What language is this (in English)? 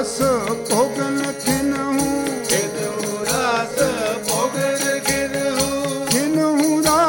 Punjabi